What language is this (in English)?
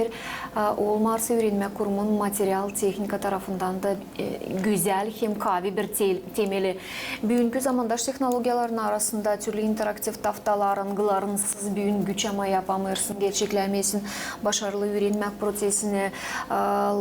Gagauz